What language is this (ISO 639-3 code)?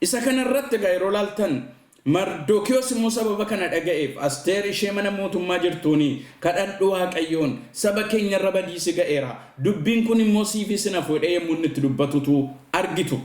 orm